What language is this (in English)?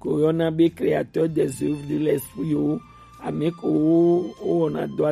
Gen